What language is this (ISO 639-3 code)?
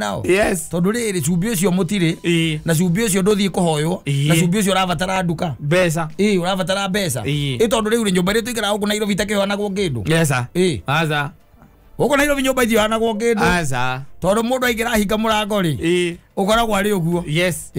kik